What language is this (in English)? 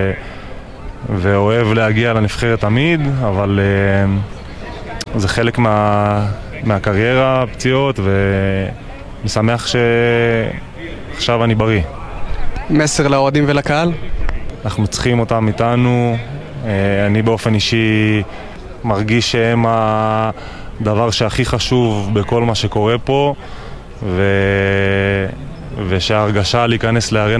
Hebrew